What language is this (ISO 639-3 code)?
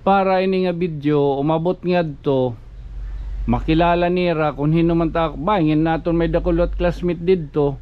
war